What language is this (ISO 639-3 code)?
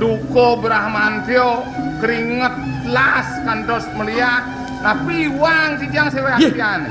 ban